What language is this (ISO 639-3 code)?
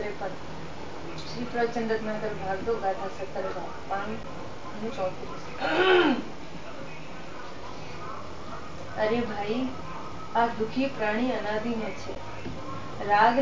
guj